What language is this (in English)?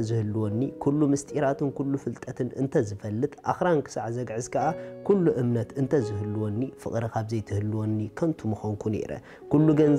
Tigrinya